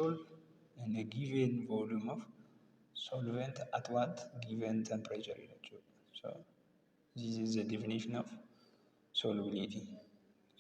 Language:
Oromo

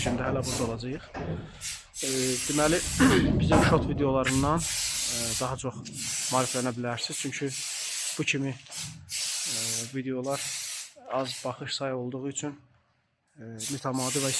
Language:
Azerbaijani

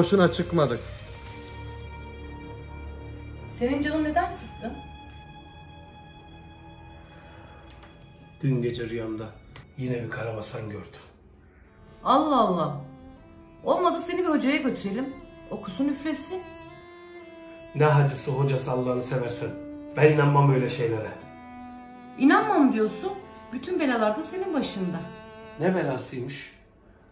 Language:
Turkish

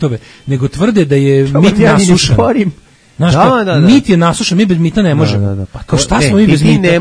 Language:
Serbian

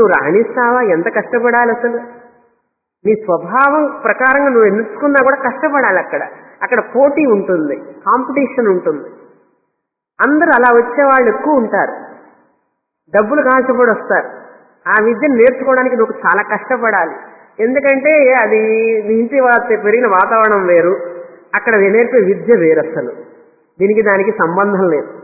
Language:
Telugu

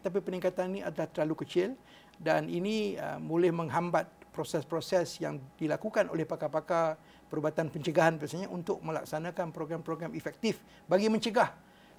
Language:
Malay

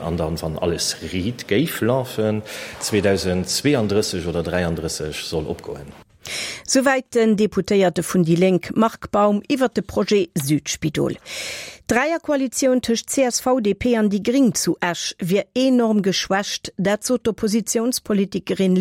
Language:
Luxembourgish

